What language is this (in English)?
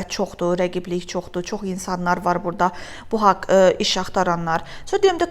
Azerbaijani